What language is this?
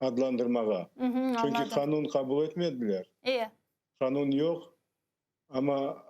Crimean Tatar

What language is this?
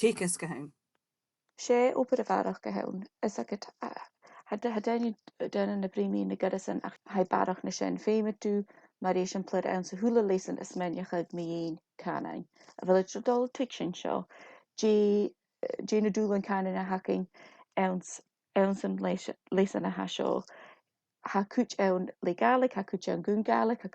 Scottish Gaelic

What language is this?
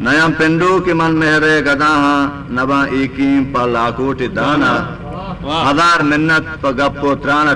Eastern Balochi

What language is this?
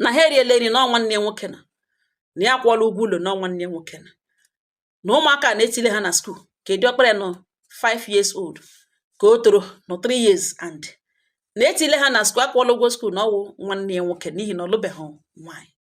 Igbo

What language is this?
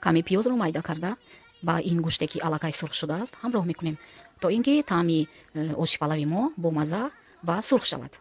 Tajik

